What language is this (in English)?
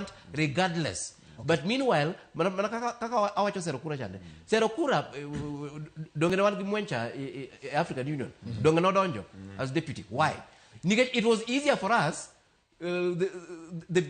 Luo (Kenya and Tanzania)